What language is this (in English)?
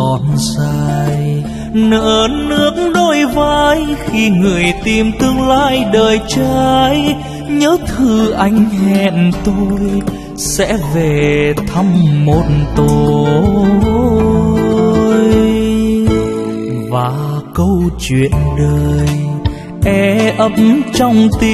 Vietnamese